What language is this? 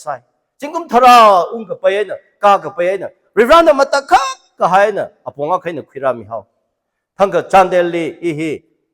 Tangkhul Naga (India)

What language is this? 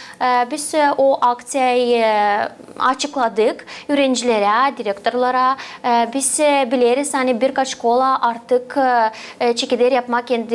Gagauz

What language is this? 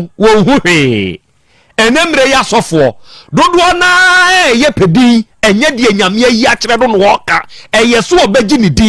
Akan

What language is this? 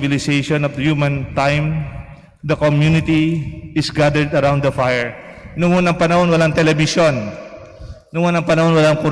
Pampanga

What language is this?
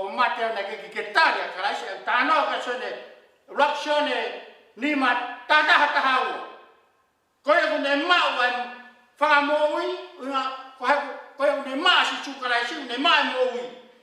Tongan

